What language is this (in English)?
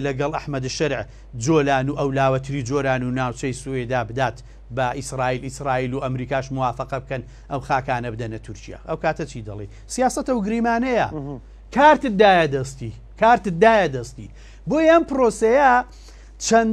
Central Kurdish